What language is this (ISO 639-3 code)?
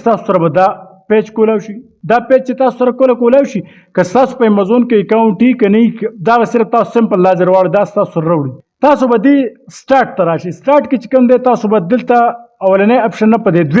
pus